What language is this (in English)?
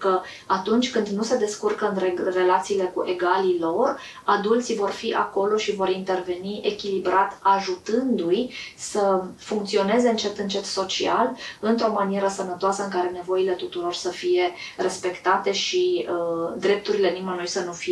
Romanian